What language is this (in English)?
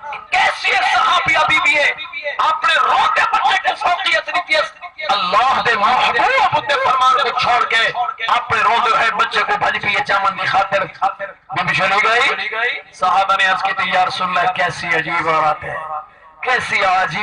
Saraiki